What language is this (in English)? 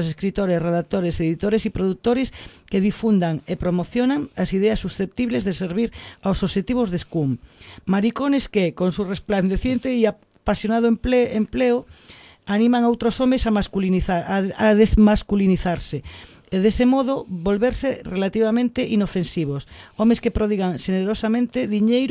Galician